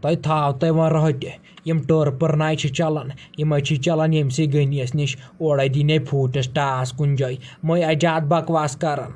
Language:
Kashmiri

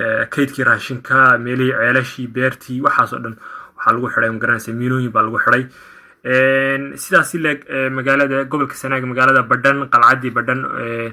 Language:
Somali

